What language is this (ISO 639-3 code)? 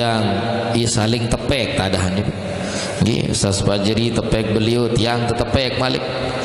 sas